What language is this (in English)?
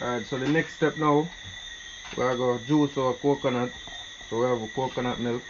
Jamaican Creole English